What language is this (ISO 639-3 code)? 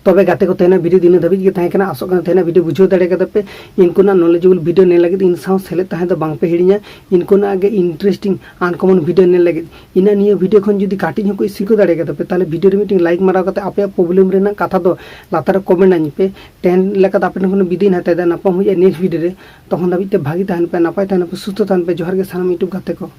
sat